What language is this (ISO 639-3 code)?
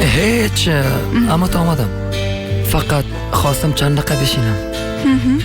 fas